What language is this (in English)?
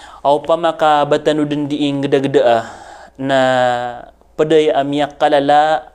Maranao